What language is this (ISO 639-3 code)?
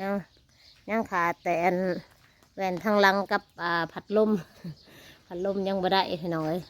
tts